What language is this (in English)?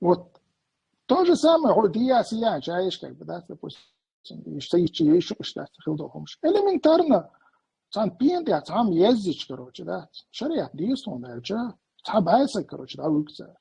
Chechen